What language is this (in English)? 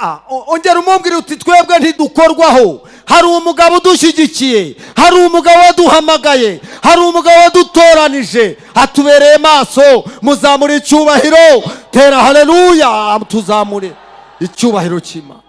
Kinyarwanda